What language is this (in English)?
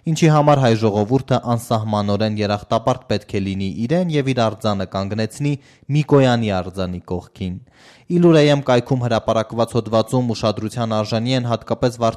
Armenian